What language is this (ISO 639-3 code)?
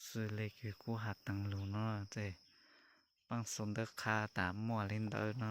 hmn